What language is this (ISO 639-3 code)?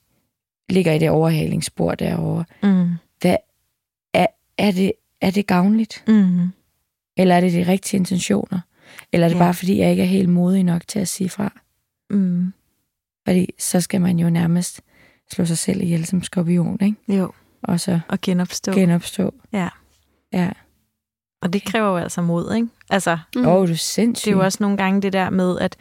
dan